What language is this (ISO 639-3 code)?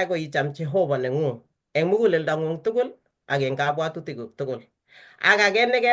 kln